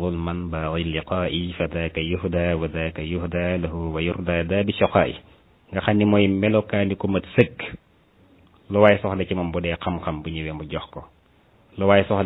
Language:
Wolof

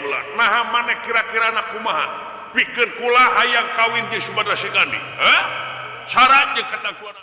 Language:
Sundanese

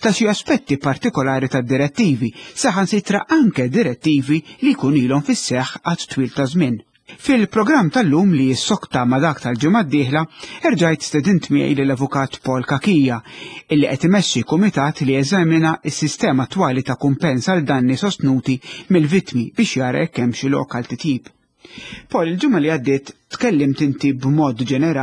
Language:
Maltese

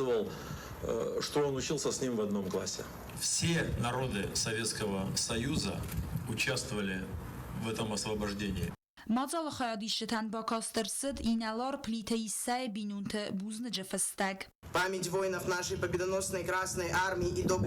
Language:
Ossetic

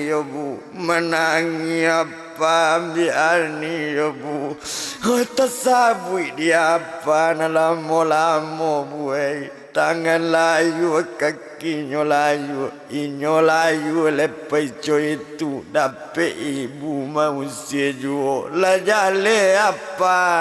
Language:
Minangkabau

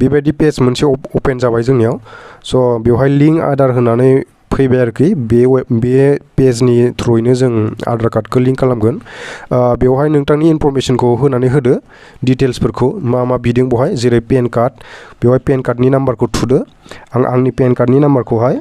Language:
Bodo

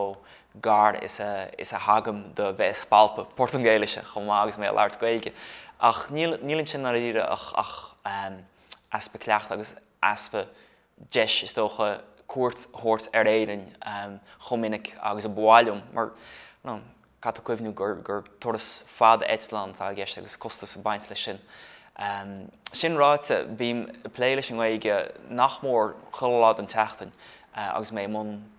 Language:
Irish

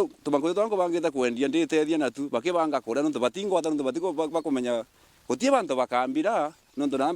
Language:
Meru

